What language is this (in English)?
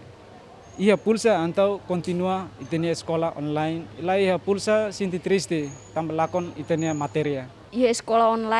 Tetum